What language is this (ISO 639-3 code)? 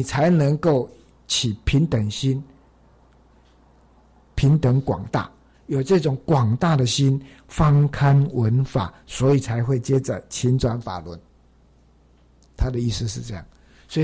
zho